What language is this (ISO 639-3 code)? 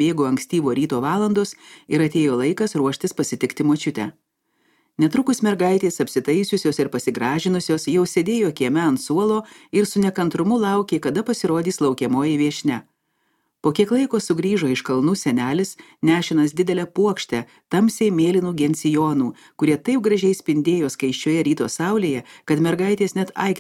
lit